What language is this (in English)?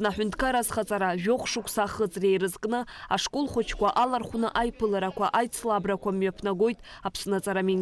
Abkhazian